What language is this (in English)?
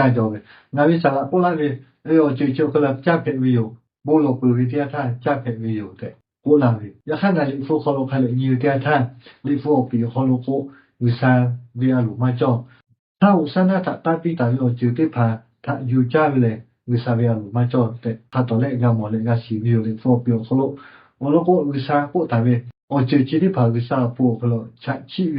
Lahu